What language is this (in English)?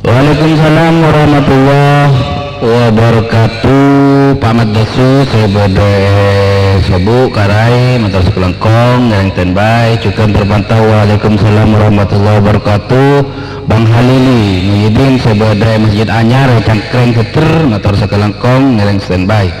Madurese